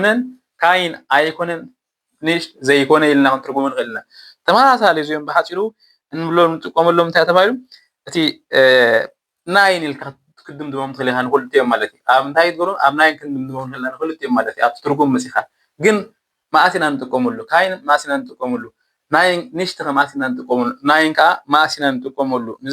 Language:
Tigrinya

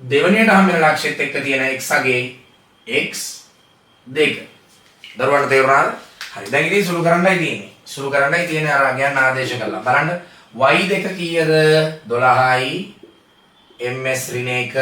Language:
Sinhala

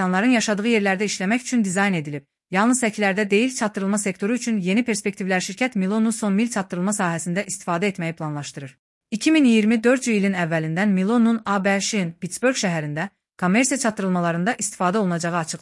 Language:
Azerbaijani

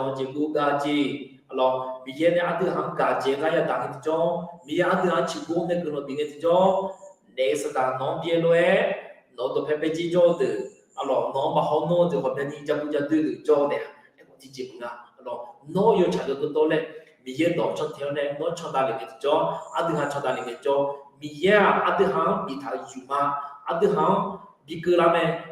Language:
Akha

